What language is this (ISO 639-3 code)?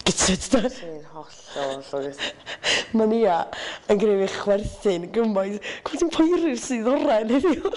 cym